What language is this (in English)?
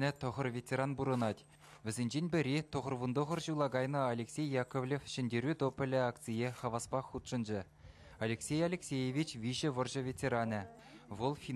Chuvash